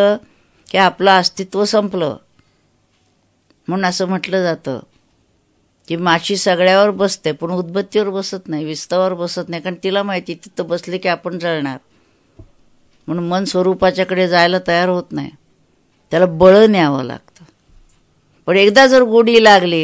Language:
Marathi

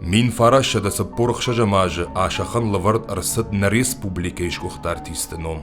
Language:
Ossetic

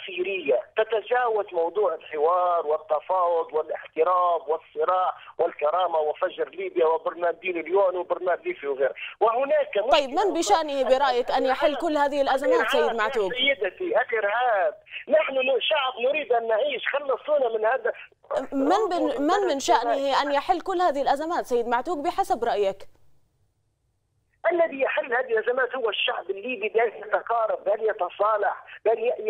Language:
Arabic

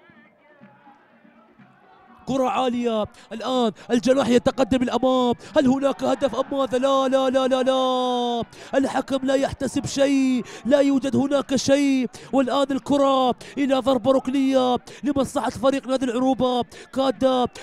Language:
Arabic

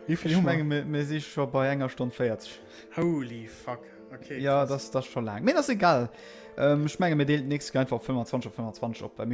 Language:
Luxembourgish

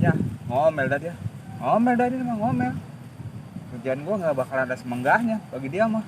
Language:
Betawi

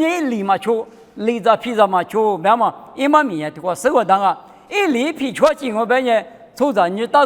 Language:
Lisu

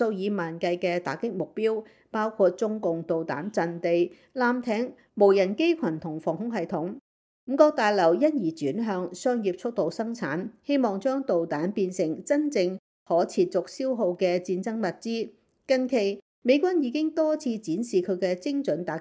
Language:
Cantonese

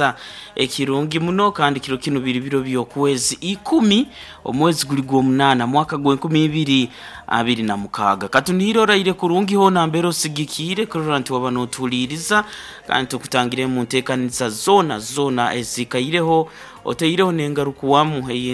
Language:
Nyoro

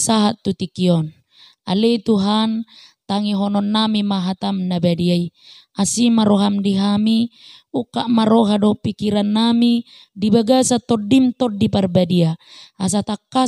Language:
Batak Toba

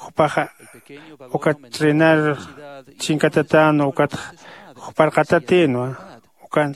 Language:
Aymara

